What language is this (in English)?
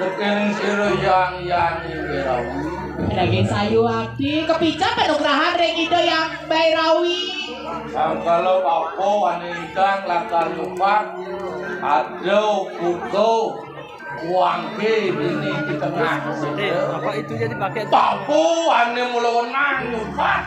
Balinese